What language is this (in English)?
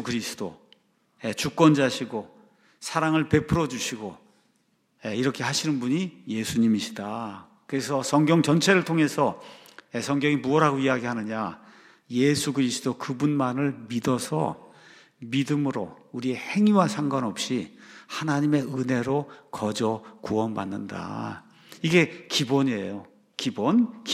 Korean